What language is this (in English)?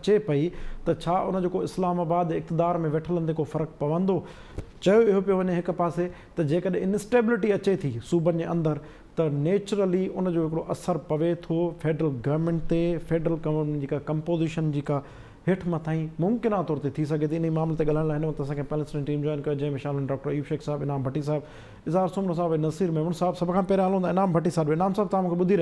Sindhi